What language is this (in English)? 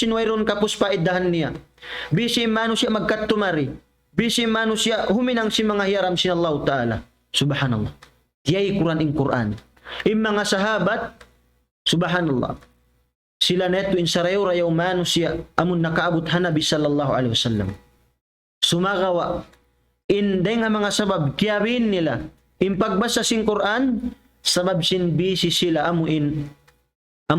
Tausug